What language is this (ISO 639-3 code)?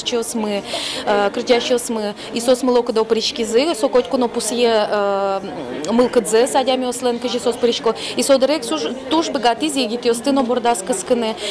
udm